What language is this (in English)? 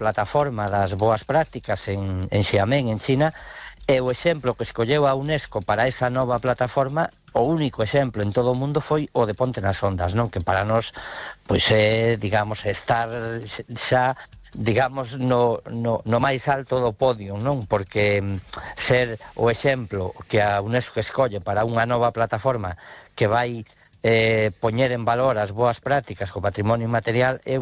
Galician